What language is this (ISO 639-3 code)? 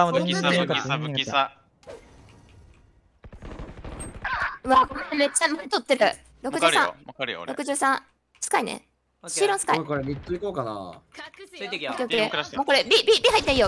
jpn